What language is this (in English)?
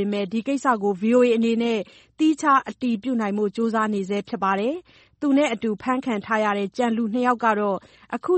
Burmese